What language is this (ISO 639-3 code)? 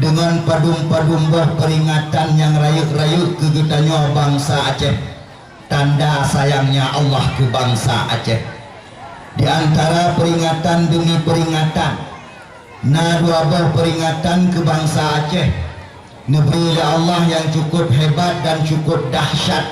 ace